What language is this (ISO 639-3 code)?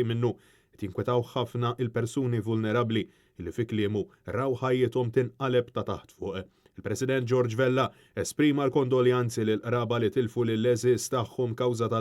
mlt